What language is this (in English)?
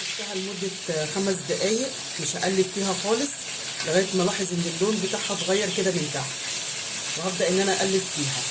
Egyptian Arabic